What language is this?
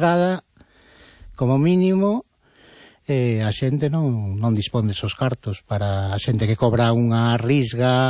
Galician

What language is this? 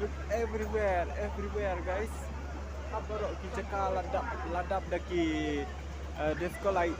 Khasi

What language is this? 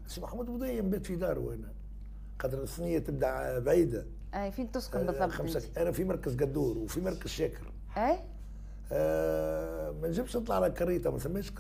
Tunisian Arabic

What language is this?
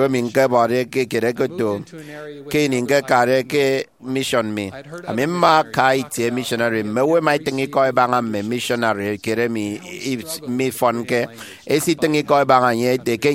Efik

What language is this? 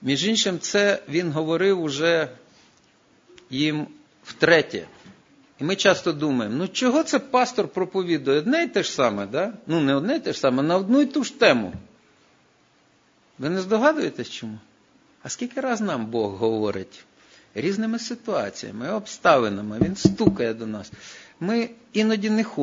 Ukrainian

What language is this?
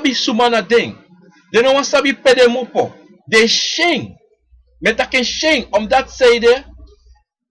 Sranan Tongo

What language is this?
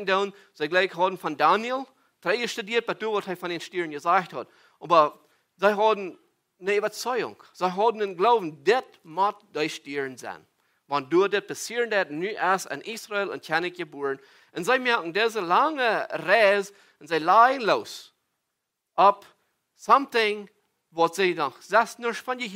Plautdietsch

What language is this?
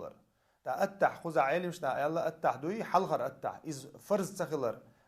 Chechen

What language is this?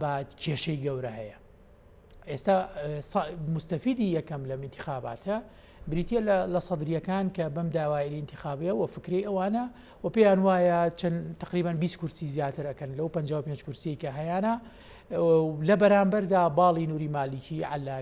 Central Kurdish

